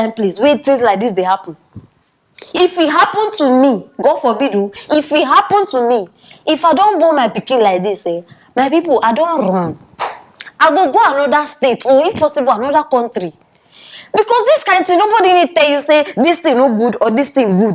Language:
Nigerian Pidgin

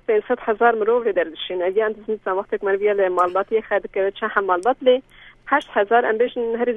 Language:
Kurdish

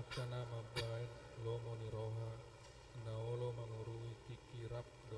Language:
Batak Toba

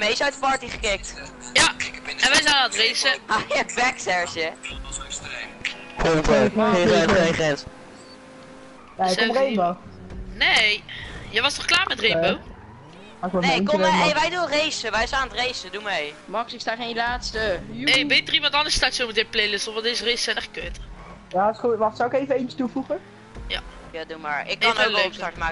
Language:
Dutch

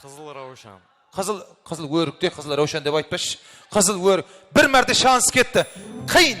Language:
Kara-Kalpak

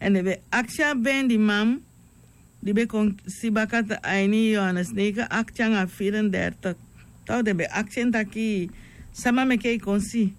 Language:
Sranan Tongo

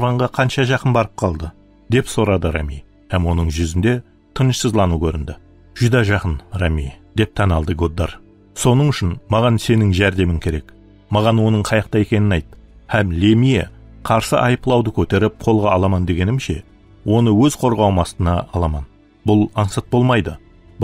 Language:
Kara-Kalpak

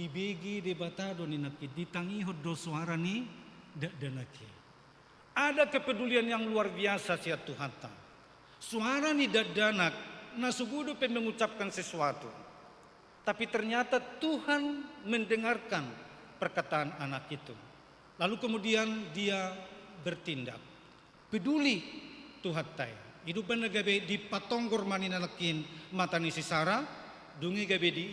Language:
Batak Toba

